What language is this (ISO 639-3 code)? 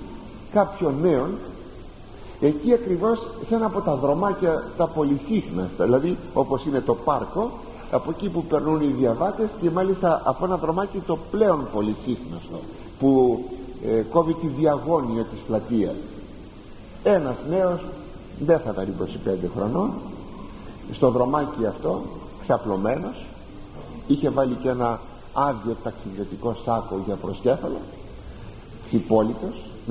ell